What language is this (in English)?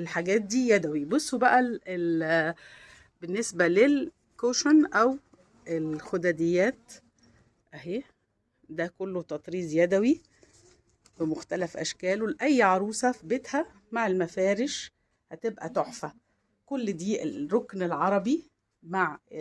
Egyptian Arabic